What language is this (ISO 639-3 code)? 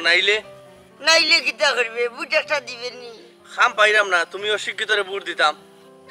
syl